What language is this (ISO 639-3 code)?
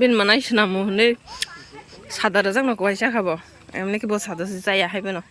trp